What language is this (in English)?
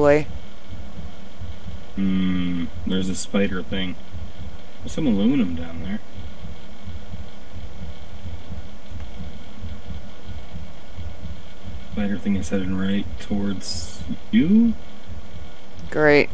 English